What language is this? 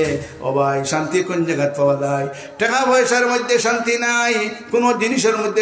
Sylheti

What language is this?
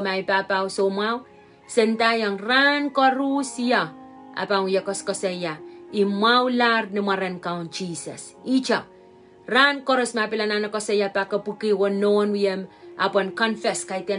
Pohnpeian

